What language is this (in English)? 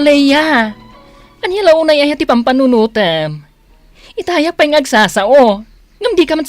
Iloko